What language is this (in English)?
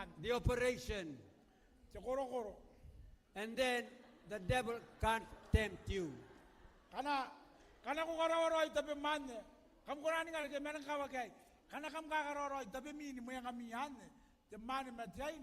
Gilbertese